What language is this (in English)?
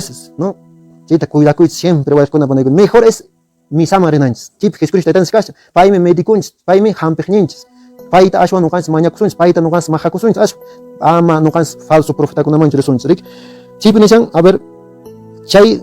Quechua